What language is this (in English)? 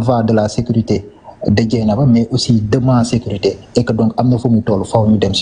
Wolof